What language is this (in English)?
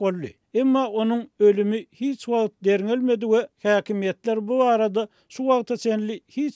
Turkmen